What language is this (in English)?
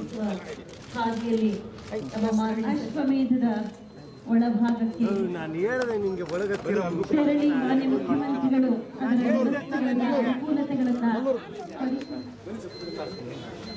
Kannada